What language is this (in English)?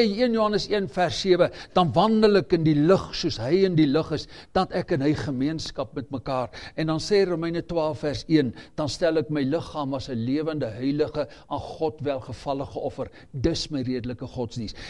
Afrikaans